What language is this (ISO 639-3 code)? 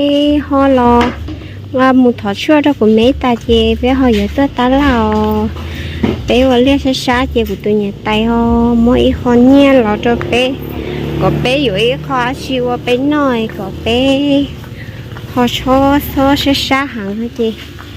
hmn